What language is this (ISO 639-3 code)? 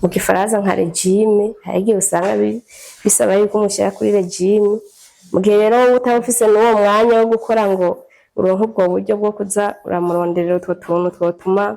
run